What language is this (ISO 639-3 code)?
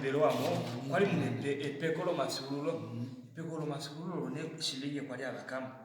kua